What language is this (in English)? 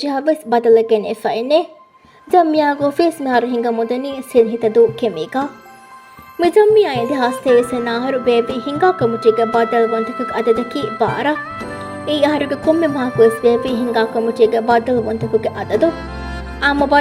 Divehi